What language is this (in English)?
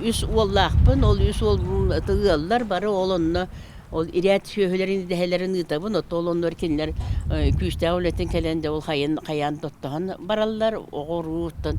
Yakut